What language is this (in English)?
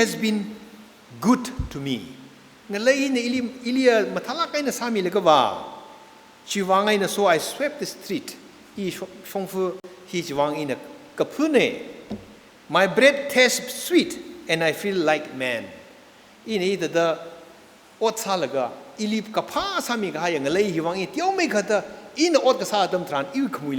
Tangkhul Naga (India)